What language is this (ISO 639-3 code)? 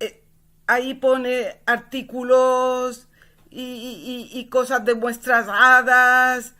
lad